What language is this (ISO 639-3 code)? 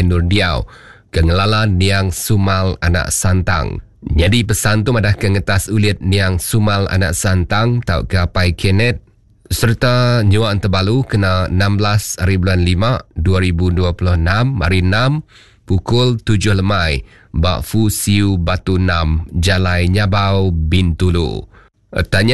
iba